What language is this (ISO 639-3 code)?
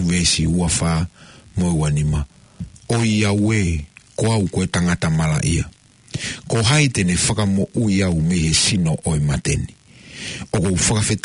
ton